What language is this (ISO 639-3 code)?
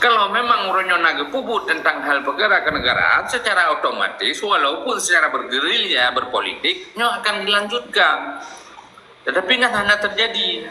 ace